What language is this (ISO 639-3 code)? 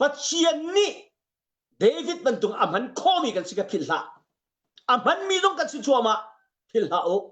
cnh